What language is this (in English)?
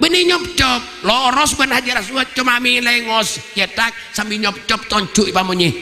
Madurese